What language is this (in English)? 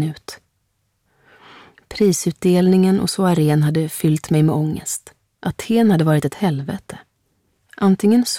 Swedish